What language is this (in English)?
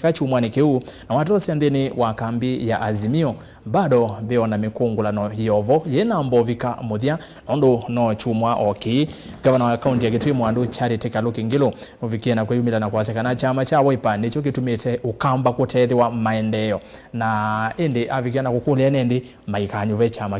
Kamba